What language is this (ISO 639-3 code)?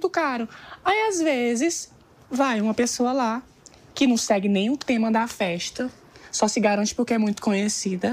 por